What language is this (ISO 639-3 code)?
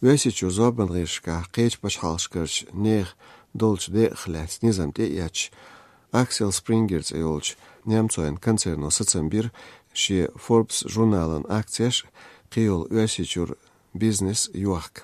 che